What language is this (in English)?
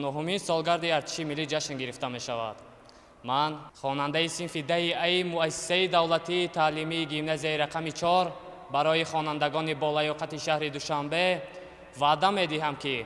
Tajik